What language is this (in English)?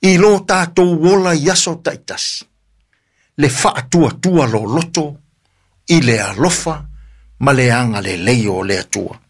Samoan